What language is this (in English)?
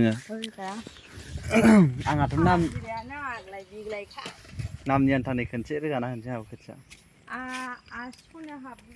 Bodo